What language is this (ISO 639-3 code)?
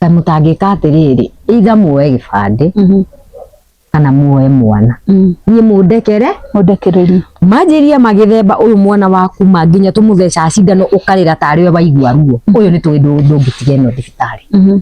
kik